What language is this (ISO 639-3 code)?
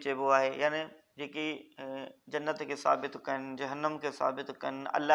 snd